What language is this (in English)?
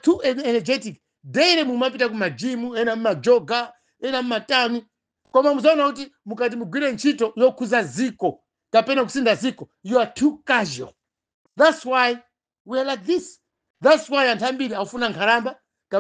Nyanja